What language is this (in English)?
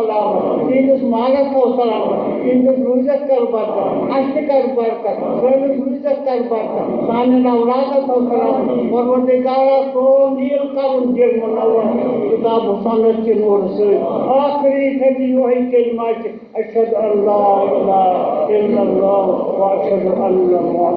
Kashmiri